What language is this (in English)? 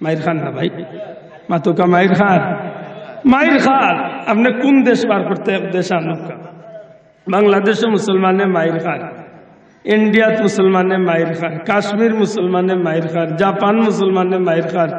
Sylheti